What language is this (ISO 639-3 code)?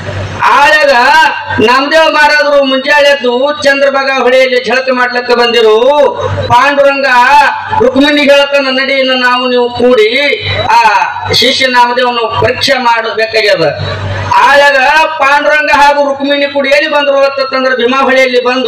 kan